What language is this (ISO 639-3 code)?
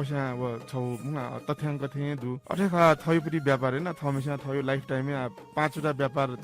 new